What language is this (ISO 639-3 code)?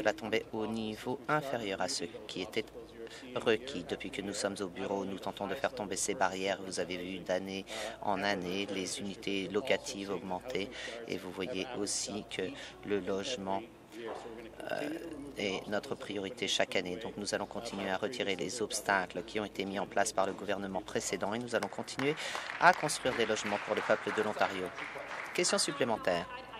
fra